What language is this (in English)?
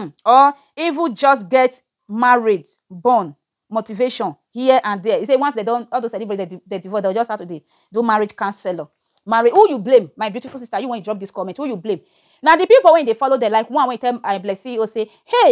Nigerian Pidgin